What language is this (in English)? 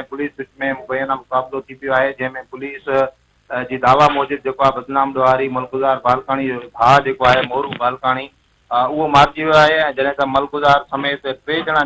Sindhi